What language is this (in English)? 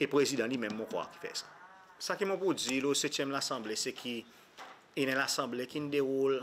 Seselwa Creole French